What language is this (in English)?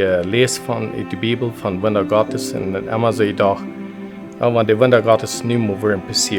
Plautdietsch